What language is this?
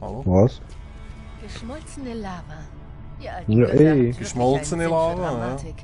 Swiss German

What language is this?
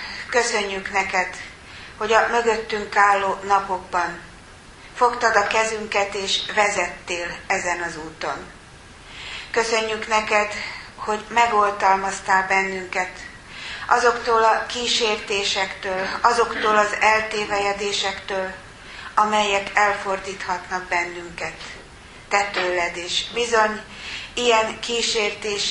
Hungarian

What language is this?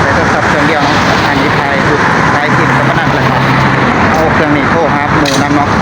Lao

